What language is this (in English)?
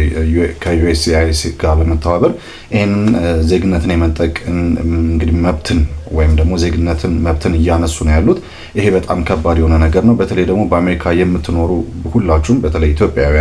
Amharic